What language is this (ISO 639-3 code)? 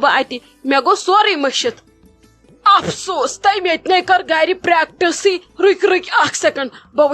kas